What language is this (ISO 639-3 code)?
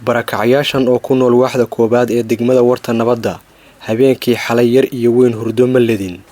som